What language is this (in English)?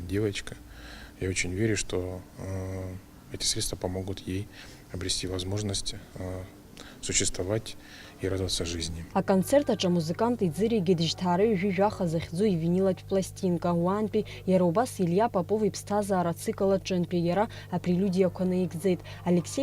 Abkhazian